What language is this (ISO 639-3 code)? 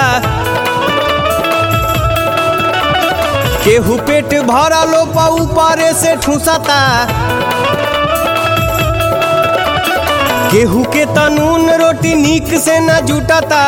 bho